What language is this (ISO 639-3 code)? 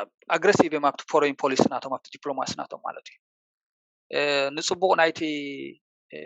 tir